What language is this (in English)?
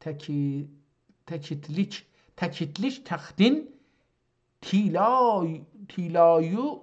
South Azerbaijani